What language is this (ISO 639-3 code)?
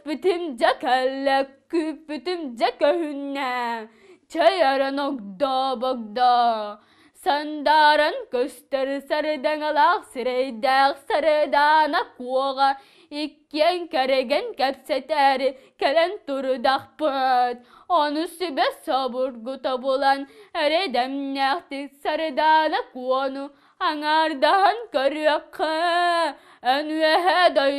sah